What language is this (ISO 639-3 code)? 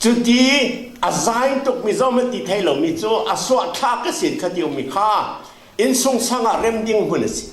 cfm